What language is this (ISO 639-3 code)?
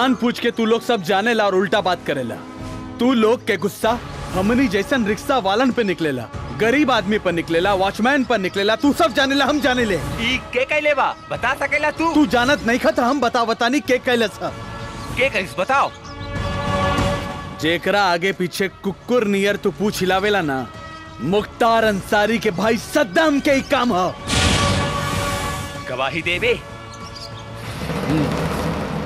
bho